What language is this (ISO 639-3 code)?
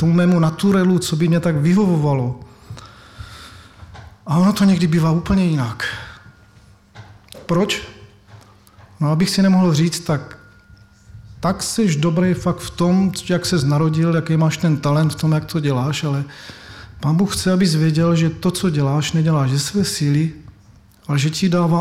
ces